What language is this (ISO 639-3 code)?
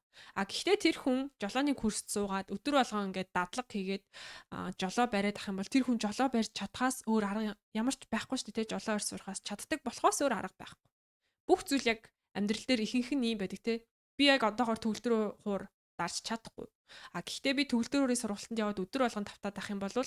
mon